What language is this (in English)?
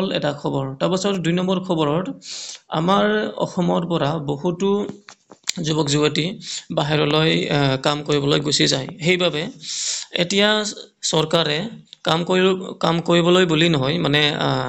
Assamese